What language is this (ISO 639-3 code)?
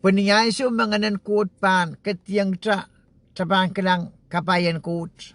pon